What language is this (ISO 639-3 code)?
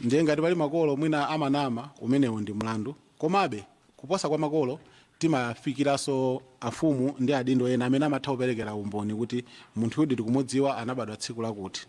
nya